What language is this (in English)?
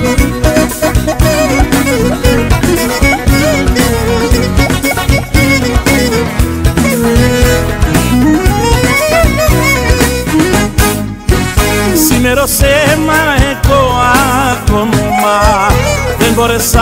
Greek